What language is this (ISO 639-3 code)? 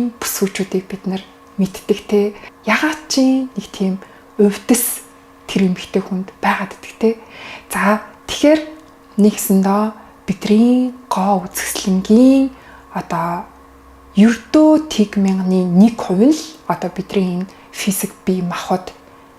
mon